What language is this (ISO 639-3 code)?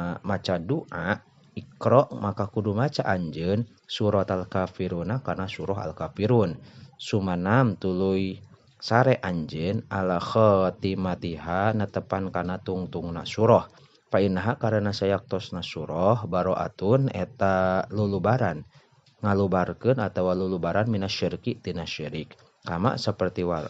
sun